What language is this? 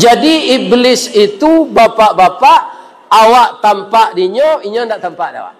Minangkabau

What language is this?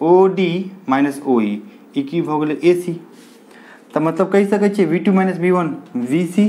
Maithili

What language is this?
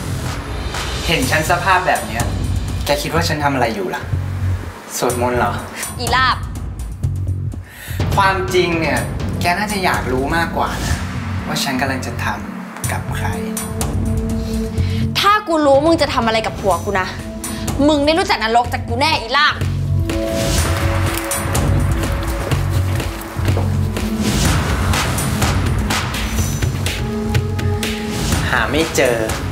Thai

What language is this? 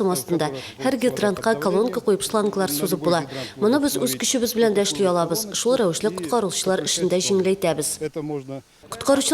Tatar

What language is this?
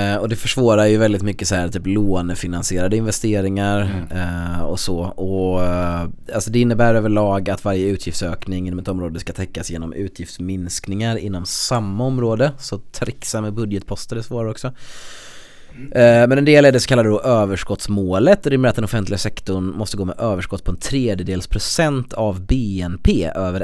Swedish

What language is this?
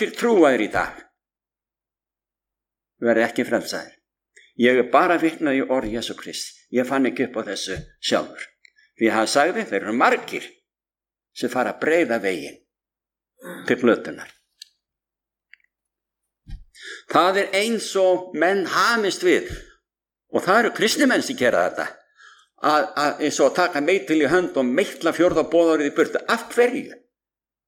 Icelandic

